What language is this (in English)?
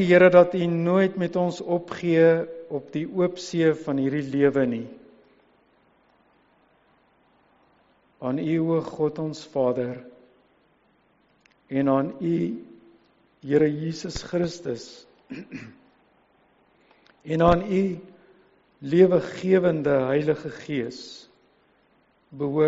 Afrikaans